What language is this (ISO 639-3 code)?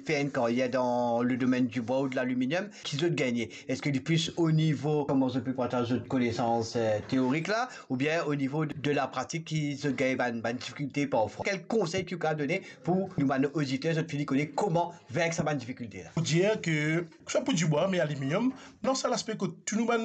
mfe